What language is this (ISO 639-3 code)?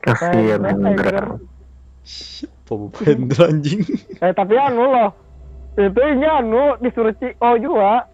bjn